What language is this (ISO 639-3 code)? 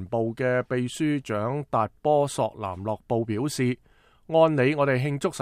yue